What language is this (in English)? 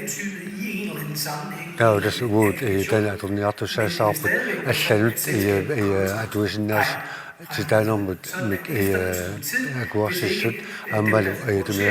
Kalaallisut